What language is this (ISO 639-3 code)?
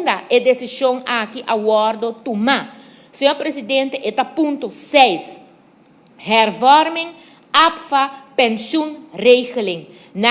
pap